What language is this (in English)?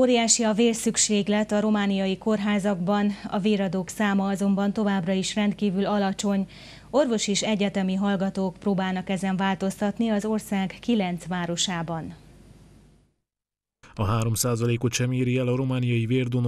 Hungarian